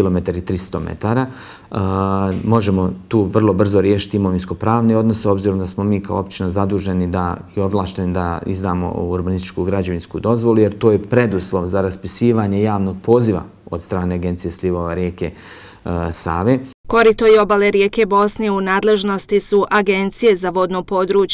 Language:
Croatian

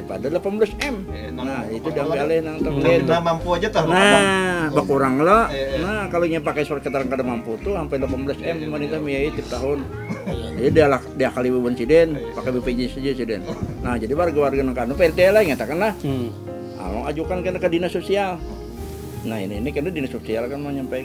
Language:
Banjar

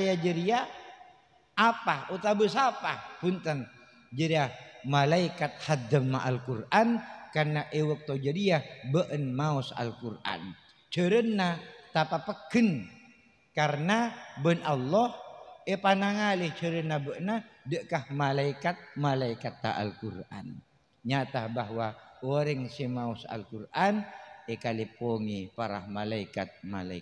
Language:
Madurese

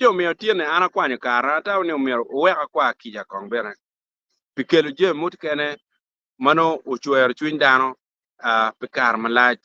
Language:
Acoli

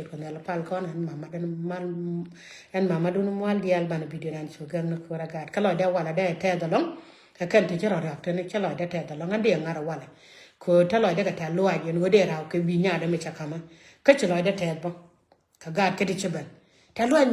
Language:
Nuer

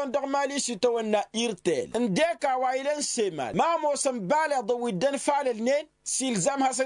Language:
Tamasheq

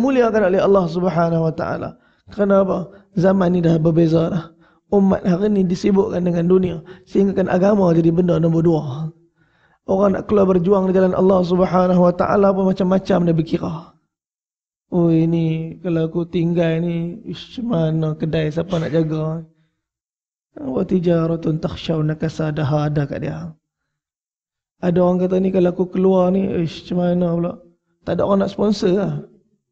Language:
Malay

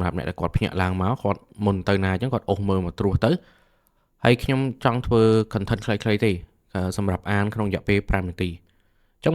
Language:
Khmer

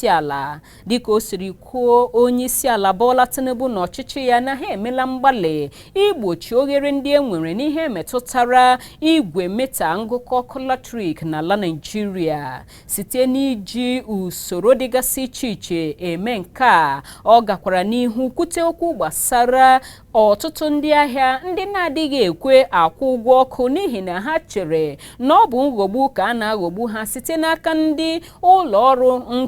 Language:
Igbo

